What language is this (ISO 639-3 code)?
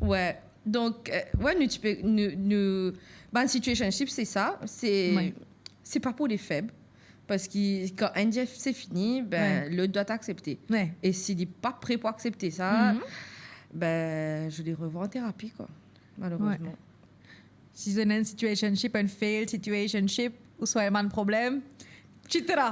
mfe